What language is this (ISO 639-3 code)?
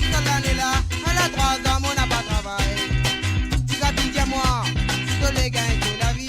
mfe